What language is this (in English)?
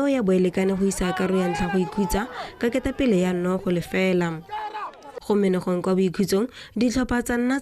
Tswana